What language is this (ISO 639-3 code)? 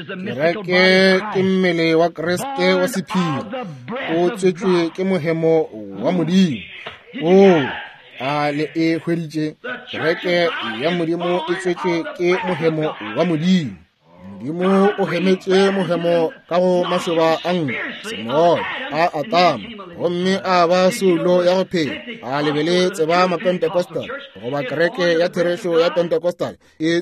nso